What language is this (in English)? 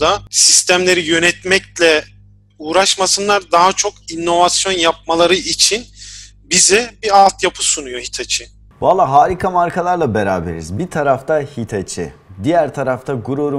Turkish